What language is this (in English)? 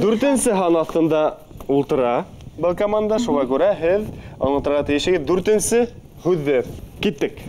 Bashkir